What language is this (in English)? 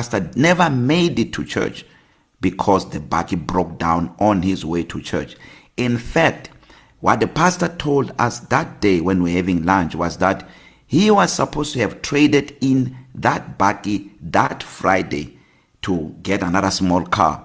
English